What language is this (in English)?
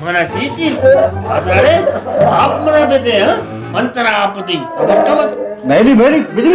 Baluchi